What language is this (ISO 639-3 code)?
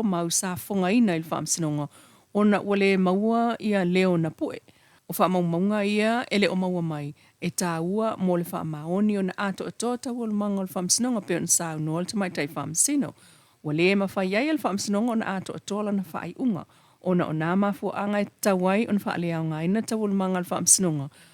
smo